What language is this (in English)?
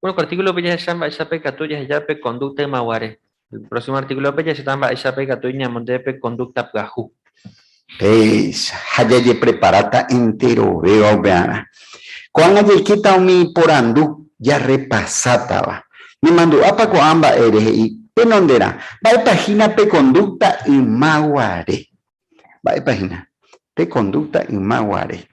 Guarani